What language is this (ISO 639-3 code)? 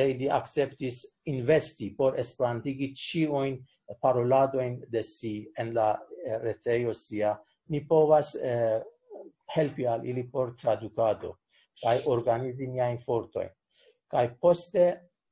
epo